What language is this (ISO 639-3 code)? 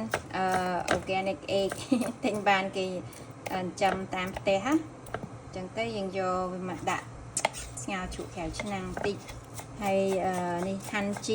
khm